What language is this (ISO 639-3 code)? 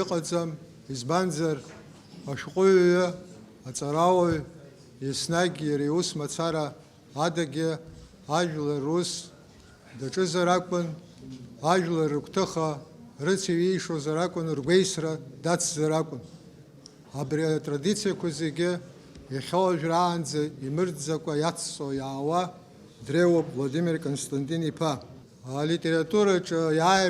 abk